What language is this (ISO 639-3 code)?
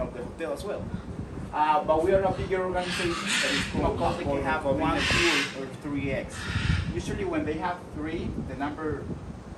eng